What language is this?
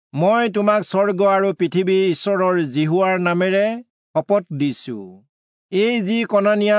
Assamese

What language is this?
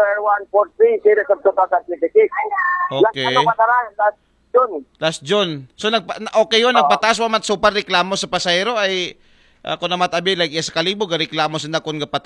Aklanon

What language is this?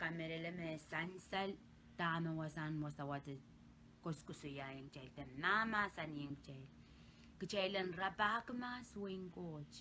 Pohnpeian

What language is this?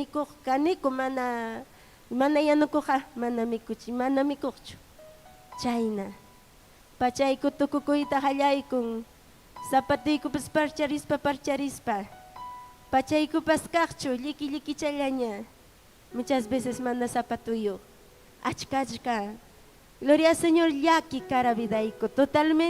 Ayacucho Quechua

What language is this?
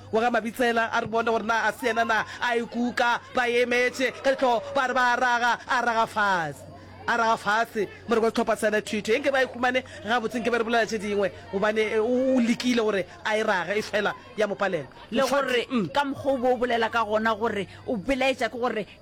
Northern Sotho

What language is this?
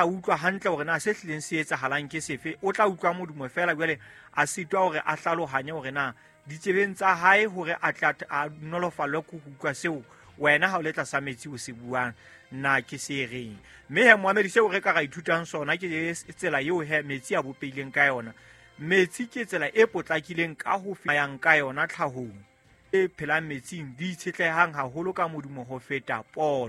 Southern Sotho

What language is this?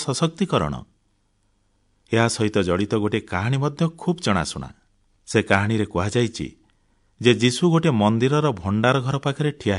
Odia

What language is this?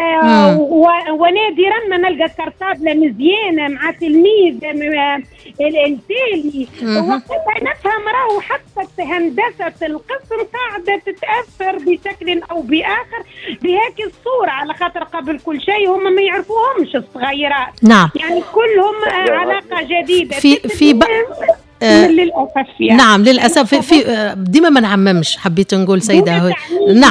Tunisian Arabic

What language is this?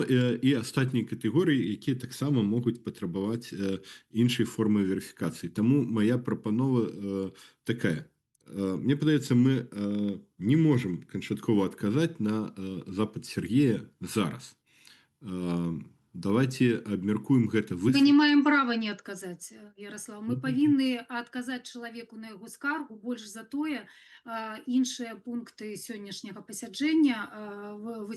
Belarusian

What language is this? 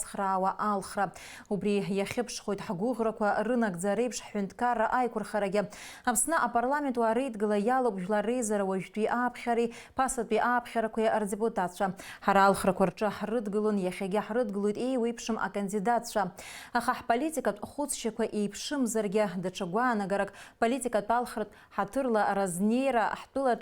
Abkhazian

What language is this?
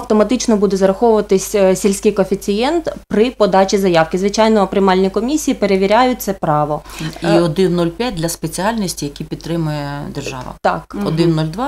Ukrainian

